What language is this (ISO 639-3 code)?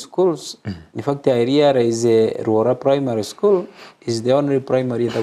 guz